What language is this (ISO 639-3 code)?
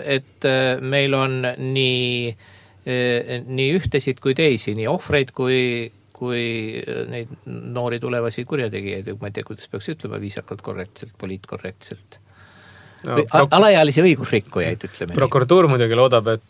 est